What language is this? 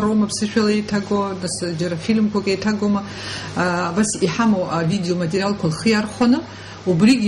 Abkhazian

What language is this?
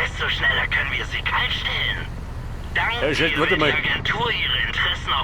Bavarian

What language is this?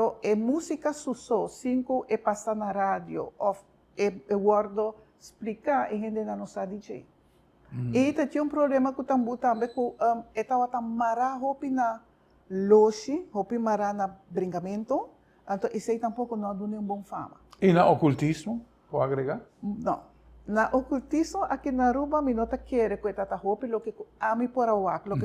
Papiamento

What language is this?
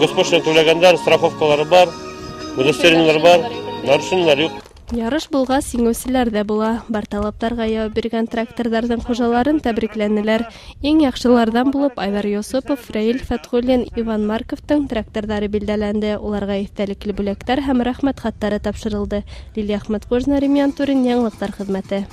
Bashkir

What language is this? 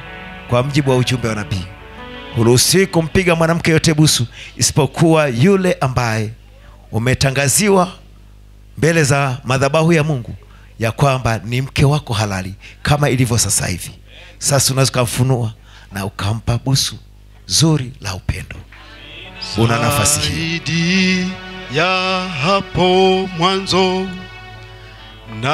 Swahili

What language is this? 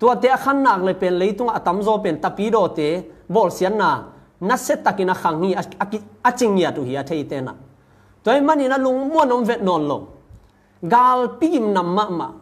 Tedim Chin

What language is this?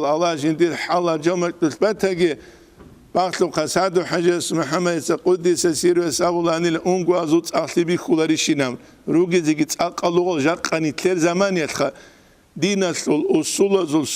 Avaric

